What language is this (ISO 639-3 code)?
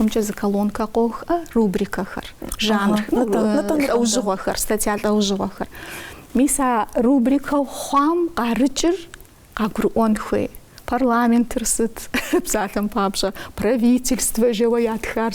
kbd